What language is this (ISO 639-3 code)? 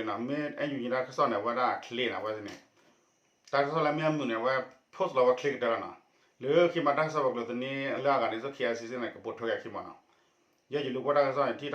ksw